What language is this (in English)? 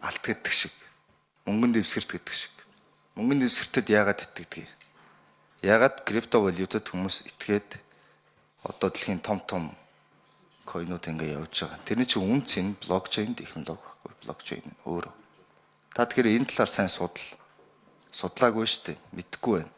Mongolian